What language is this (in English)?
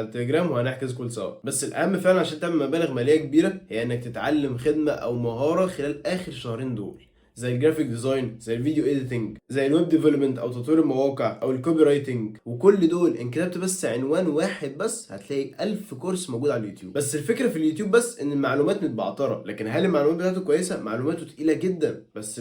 Egyptian Arabic